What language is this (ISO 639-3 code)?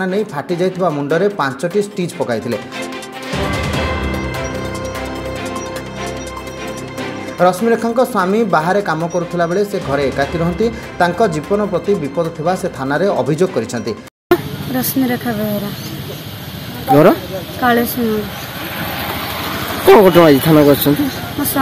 ori